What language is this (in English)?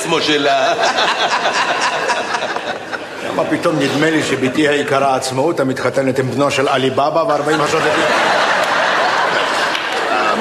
Hebrew